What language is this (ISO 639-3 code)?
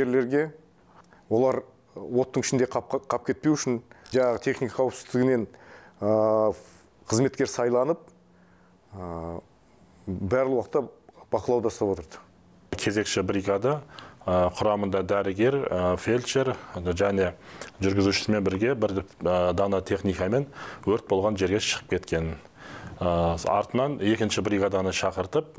kaz